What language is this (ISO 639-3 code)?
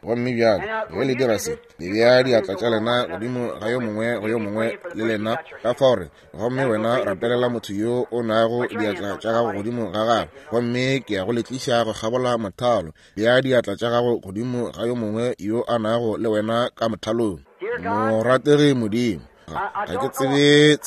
nso